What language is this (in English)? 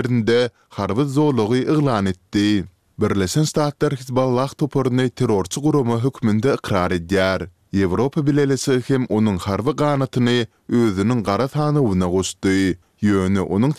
Turkmen